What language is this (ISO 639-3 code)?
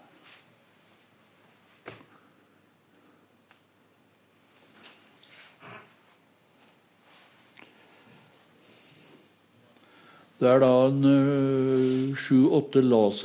nor